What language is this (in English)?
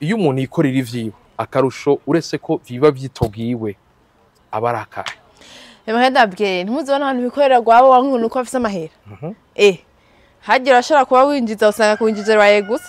Rundi